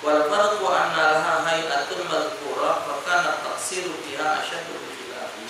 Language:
Musi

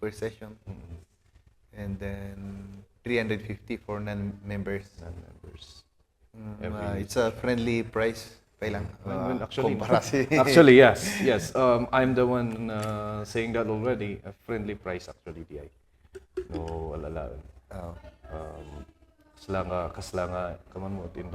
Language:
Kankanaey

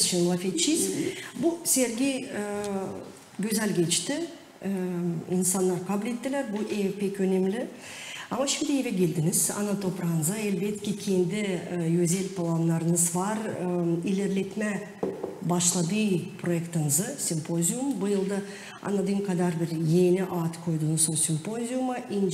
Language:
Gagauz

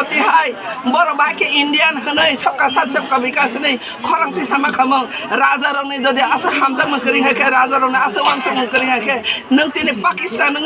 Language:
Kok Borok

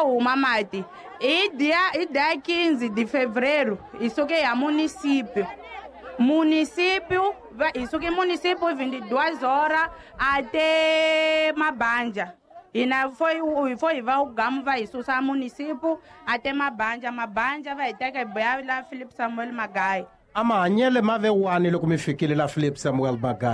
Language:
Tsonga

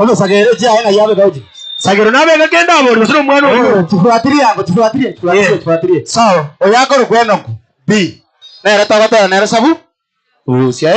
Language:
Gusii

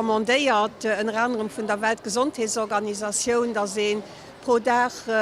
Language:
Luxembourgish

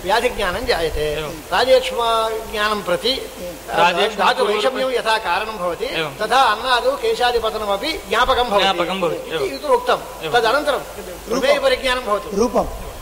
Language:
Sanskrit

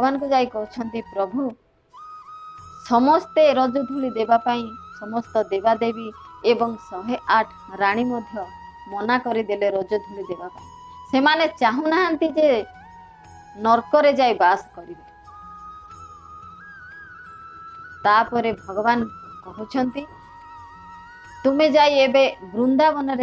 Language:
Odia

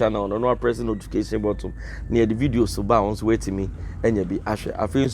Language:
Akan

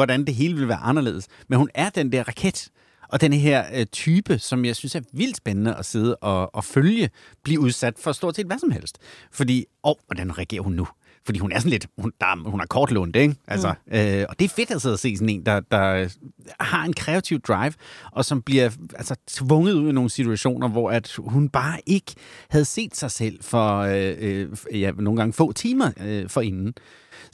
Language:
Danish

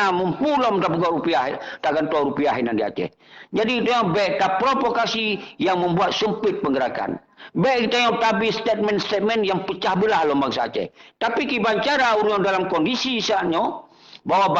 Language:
Achinese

